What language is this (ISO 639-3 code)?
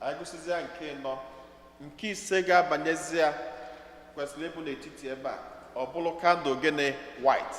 ibo